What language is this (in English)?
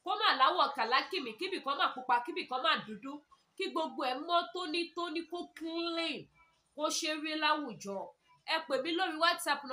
Yoruba